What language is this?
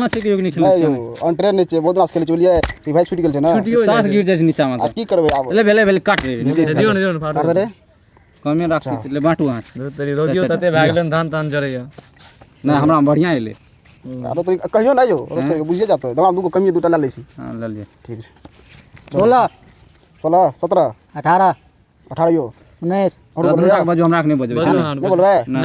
Maithili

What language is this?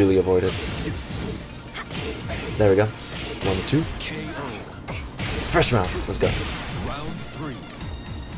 English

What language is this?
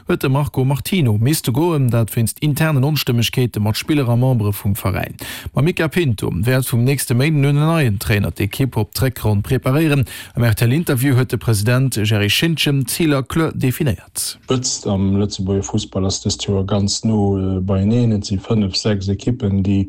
Luxembourgish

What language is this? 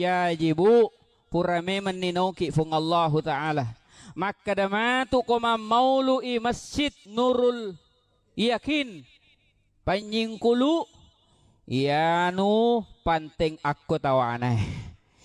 Buginese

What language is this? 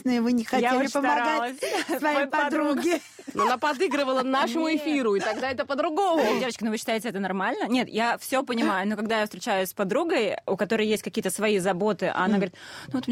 Russian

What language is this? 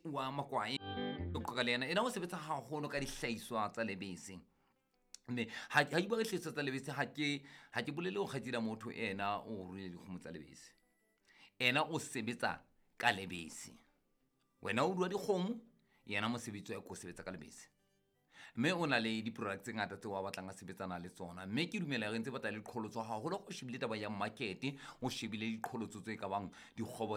Southern Sotho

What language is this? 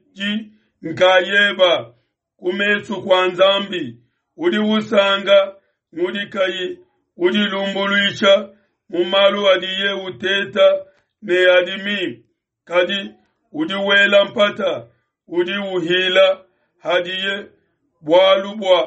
Luba-Lulua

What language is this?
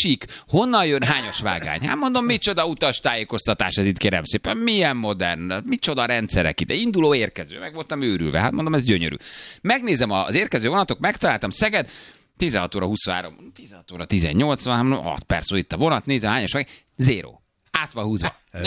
Hungarian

